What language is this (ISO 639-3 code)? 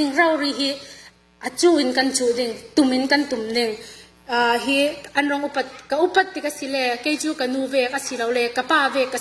cfm